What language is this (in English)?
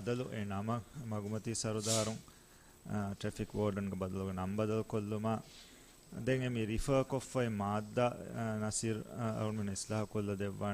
Divehi